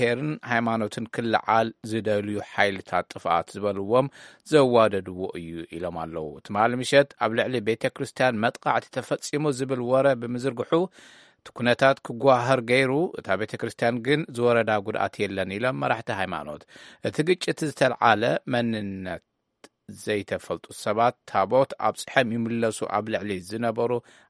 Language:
Tigrinya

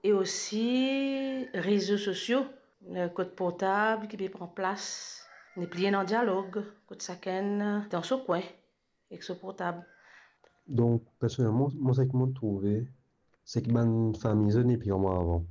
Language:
Morisyen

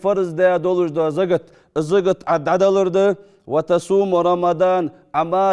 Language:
Ingush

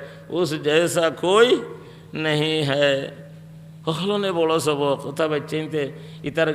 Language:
Sylheti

